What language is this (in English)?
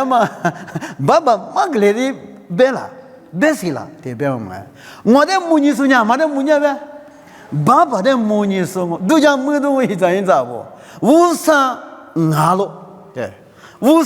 Lisu